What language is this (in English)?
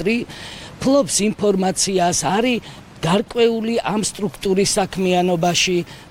Georgian